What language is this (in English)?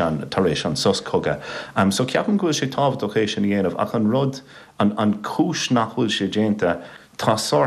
Irish